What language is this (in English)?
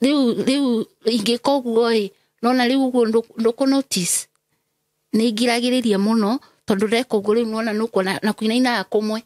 Kikuyu